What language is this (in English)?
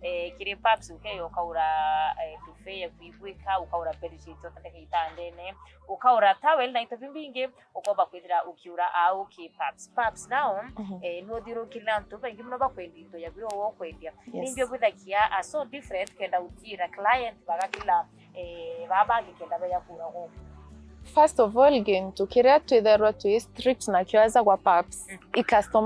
Meru